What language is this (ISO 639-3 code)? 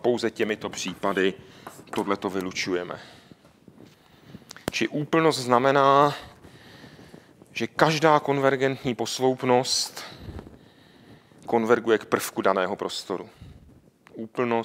ces